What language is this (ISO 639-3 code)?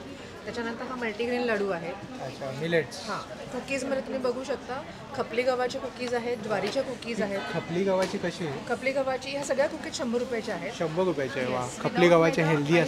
mar